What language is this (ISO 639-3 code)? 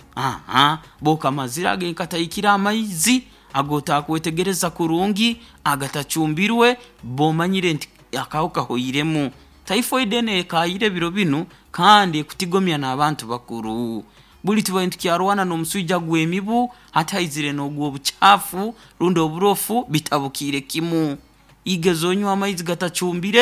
nyo